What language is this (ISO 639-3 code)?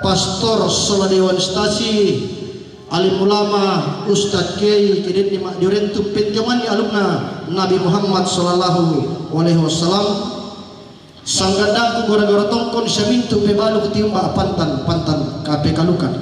sda